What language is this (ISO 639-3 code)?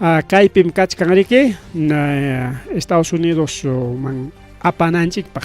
quy